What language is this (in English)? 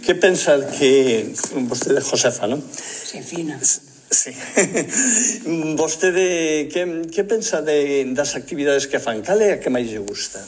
Galician